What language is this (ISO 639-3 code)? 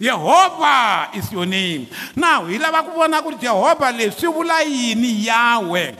tso